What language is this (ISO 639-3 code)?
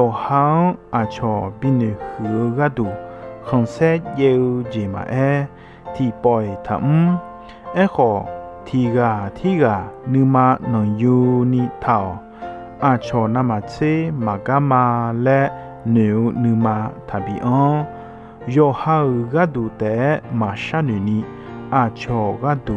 ahk